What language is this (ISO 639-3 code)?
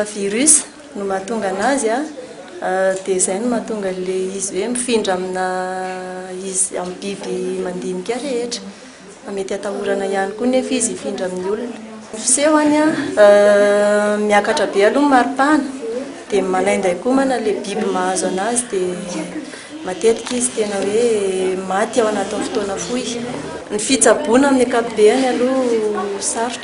mlg